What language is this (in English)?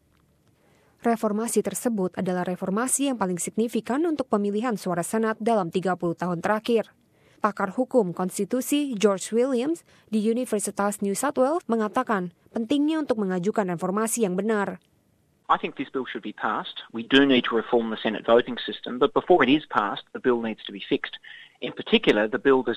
Indonesian